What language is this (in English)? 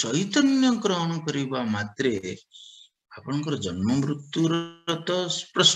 Odia